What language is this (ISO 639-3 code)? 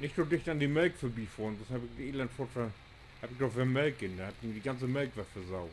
nds